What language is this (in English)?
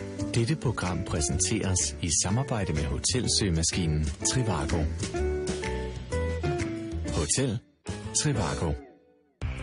Danish